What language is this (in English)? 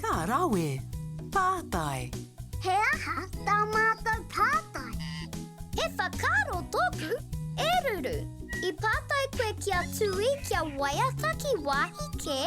Māori